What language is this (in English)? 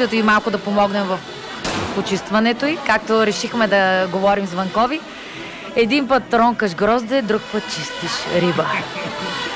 Bulgarian